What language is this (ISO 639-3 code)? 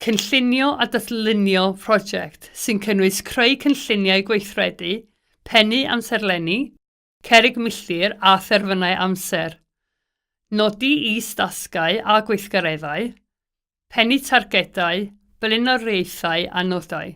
cym